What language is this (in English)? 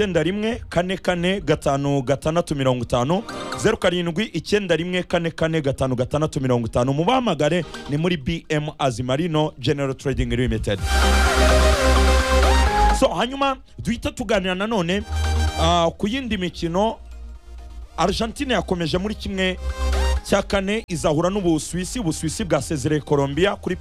Kinyarwanda